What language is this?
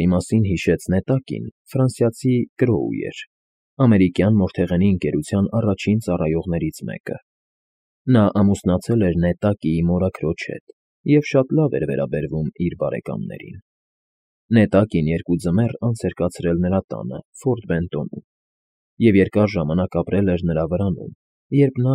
Armenian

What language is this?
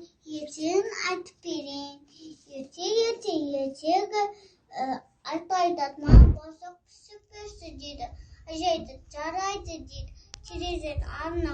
Kazakh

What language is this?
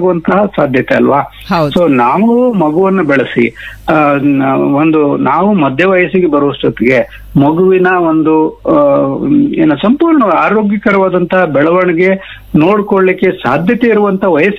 Kannada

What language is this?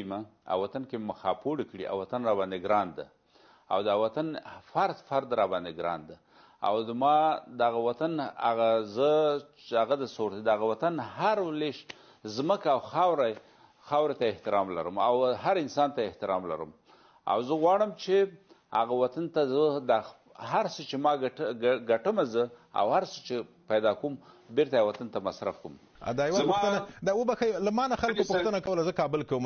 Pashto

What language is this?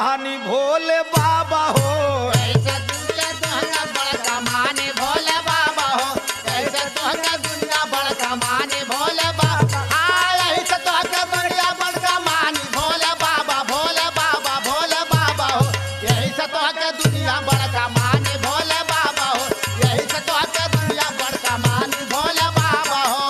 Bhojpuri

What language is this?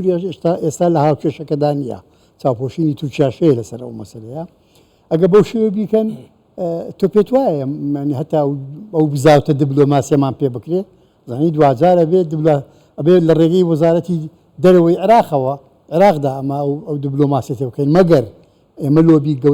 Central Kurdish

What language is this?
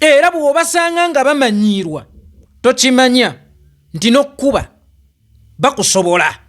Ganda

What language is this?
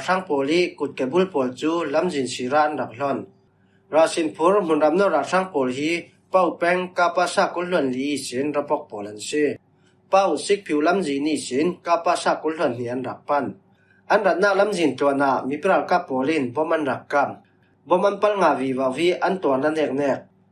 Falam Chin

